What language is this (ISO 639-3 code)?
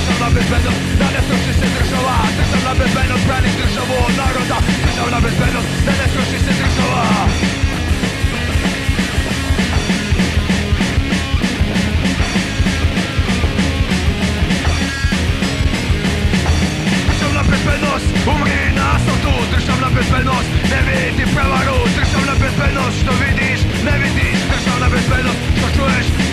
srp